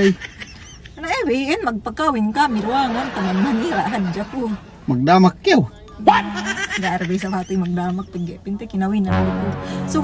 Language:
Yakan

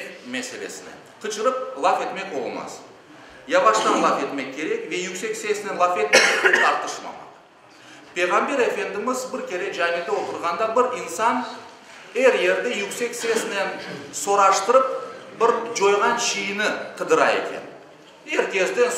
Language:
Crimean Tatar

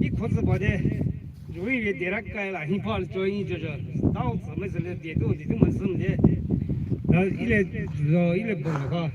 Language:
Poumei Naga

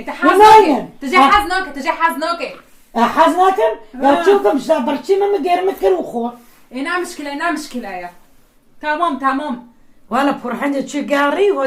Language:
Kurdish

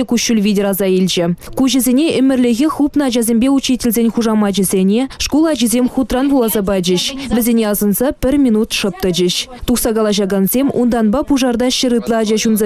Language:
Chuvash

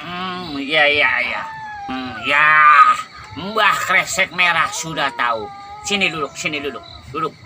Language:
Betawi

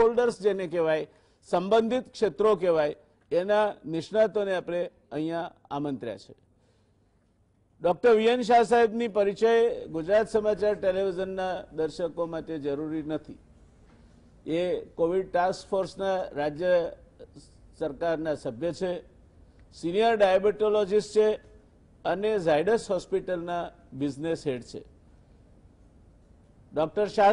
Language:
Gujarati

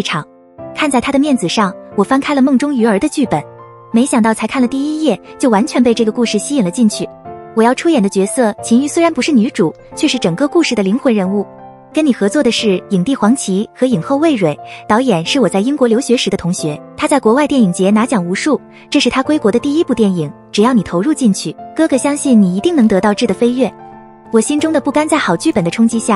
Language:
Chinese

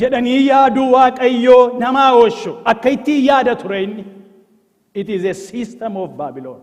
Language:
Oromo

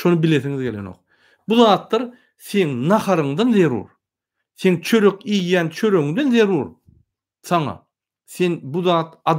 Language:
Turkmen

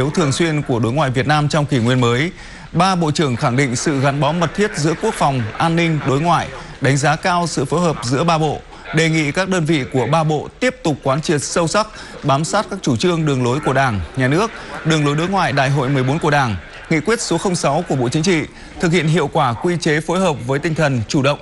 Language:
Vietnamese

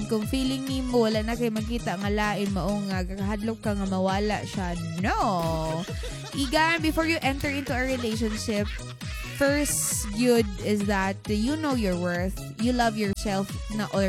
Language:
Cebuano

